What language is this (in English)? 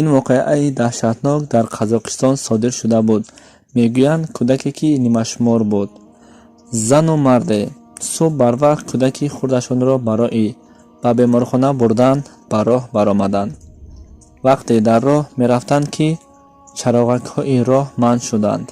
Tajik